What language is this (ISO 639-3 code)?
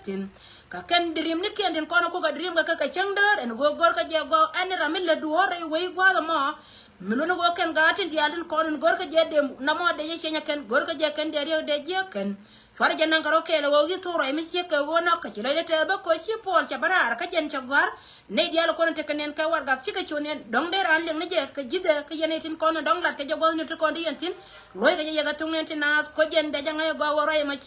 nus